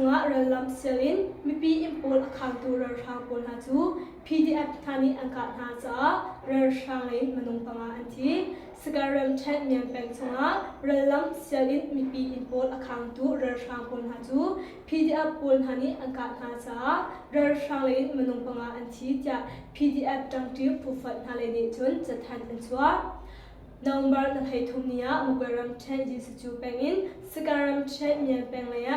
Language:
Hakha Chin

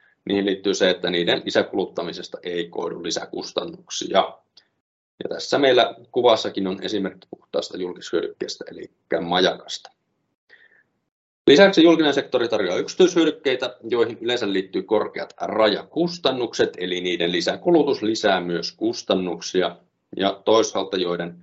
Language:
Finnish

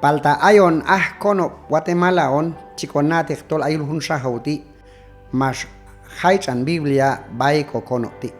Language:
Q'anjob'al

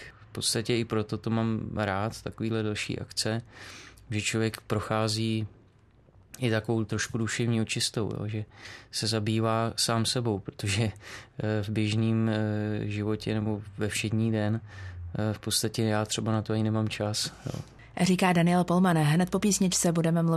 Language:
Czech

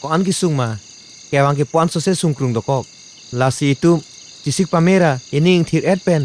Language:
Karbi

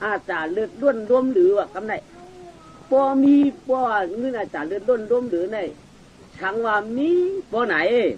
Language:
Shan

